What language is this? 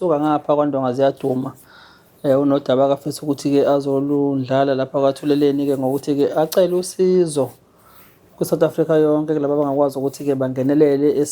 Zulu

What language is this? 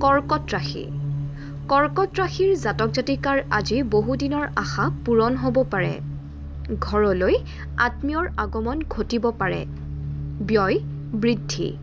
Assamese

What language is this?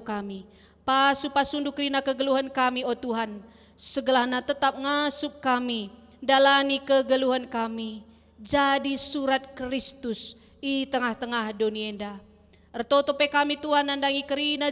Batak Karo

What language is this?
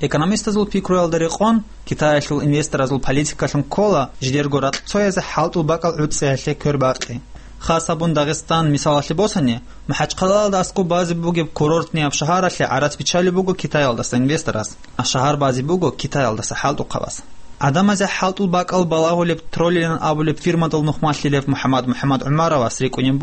Avaric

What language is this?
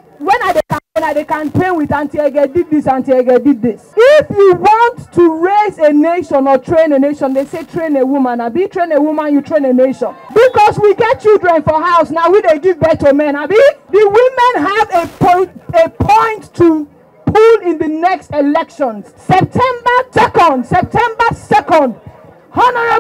Nigerian Pidgin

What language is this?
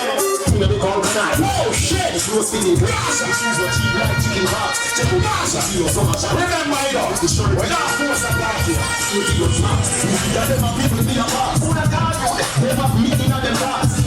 Jamaican Creole English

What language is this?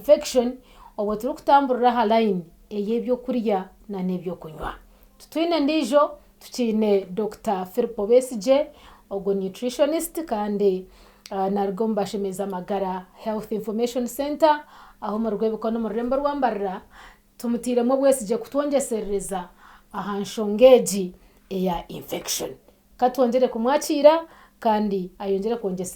Nyankole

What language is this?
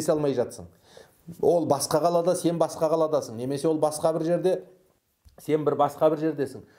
Kazakh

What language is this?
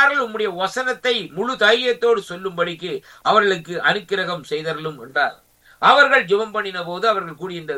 Tamil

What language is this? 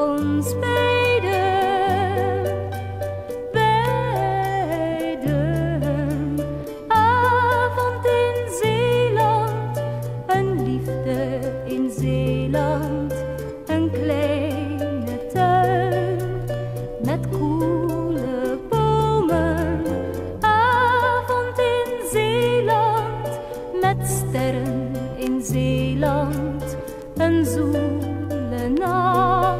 Dutch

